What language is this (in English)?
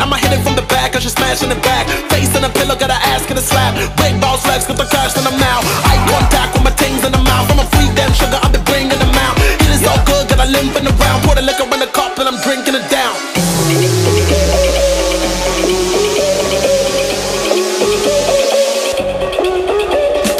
English